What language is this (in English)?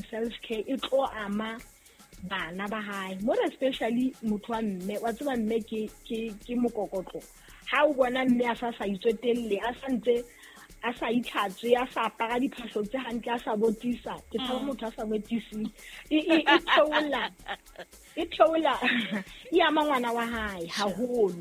Southern Sotho